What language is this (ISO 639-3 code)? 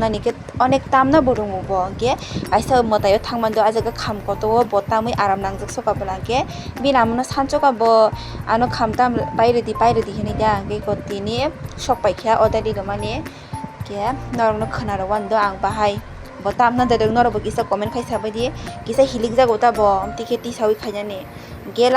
trp